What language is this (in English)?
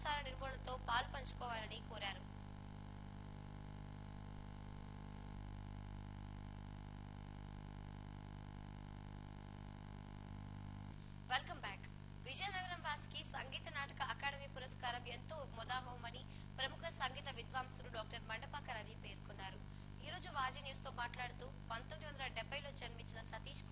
Telugu